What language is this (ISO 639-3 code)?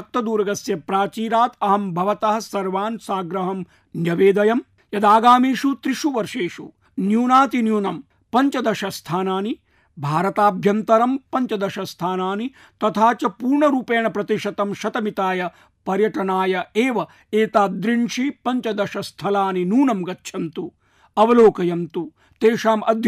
san